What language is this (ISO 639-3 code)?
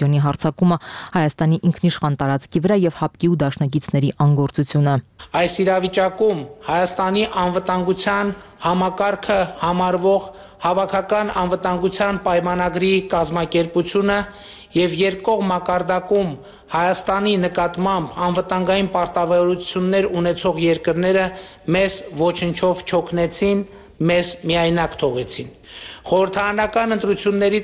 hye